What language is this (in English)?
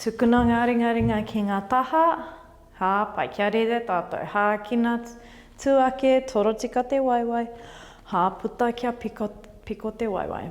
Māori